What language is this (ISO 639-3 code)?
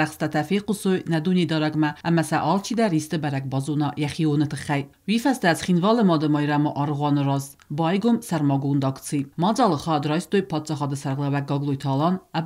oss